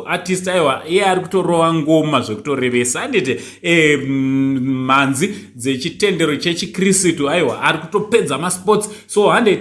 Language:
Shona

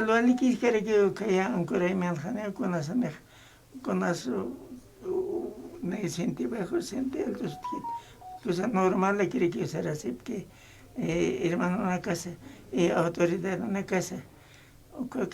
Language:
Aymara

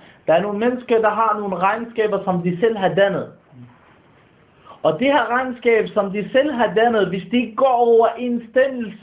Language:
Danish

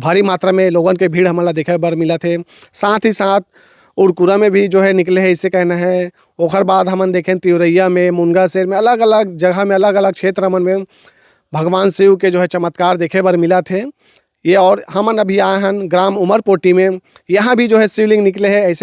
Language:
Chhattisgarhi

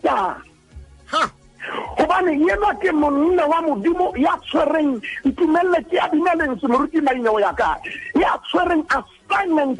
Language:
Southern Sotho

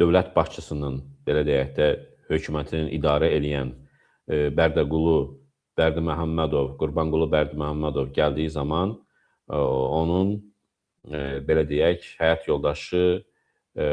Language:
Azerbaijani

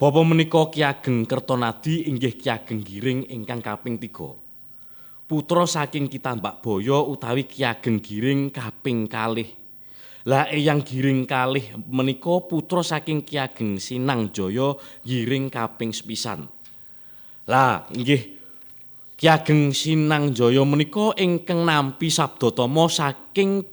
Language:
Javanese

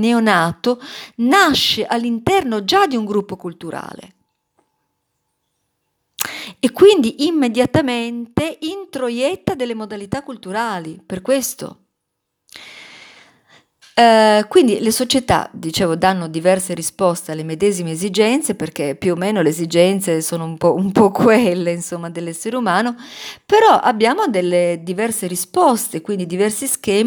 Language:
Italian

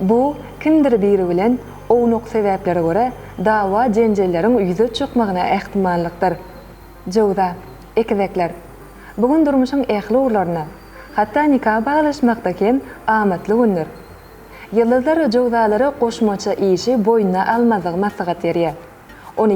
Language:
Turkmen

